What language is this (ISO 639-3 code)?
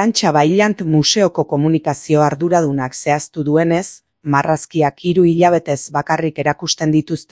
eus